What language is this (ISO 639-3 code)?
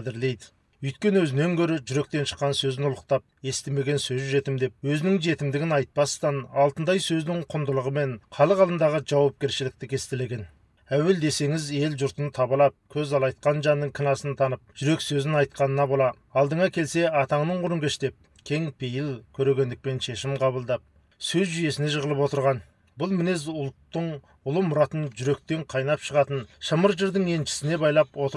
kaz